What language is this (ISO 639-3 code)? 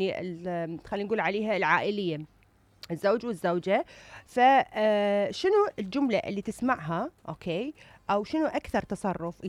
acm